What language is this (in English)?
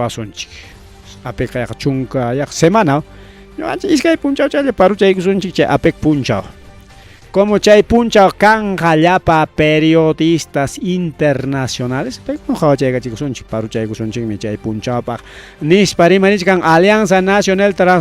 Ayacucho Quechua